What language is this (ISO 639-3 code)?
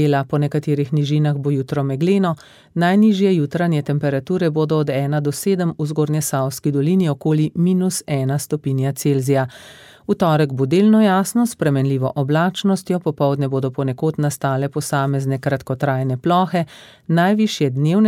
slv